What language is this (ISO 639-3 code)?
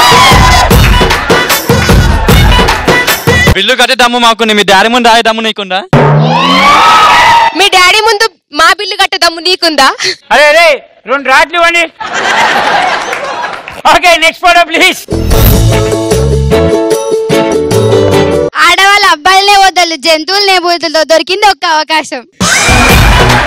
tel